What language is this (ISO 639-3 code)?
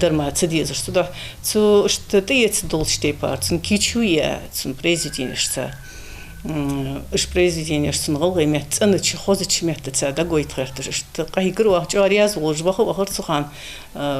inh